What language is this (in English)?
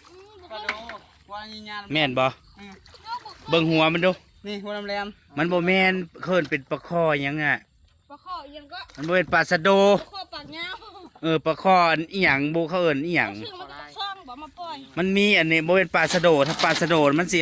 Northeastern Thai